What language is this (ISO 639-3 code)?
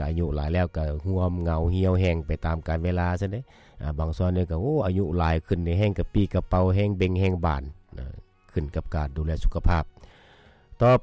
lao